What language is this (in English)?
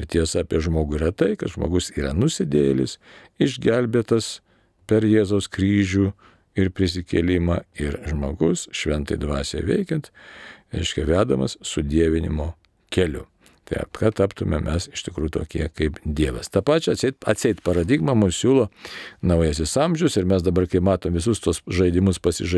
Lithuanian